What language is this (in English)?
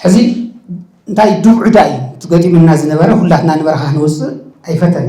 Tigrinya